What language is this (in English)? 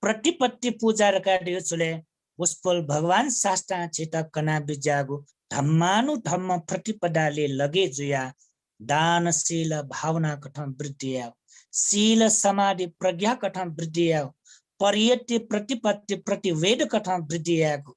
Newari